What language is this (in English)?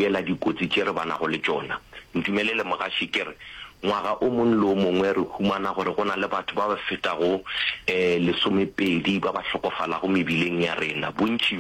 Northern Sotho